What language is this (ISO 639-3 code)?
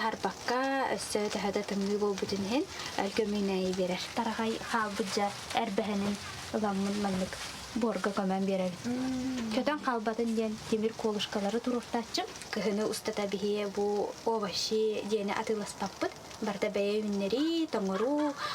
sah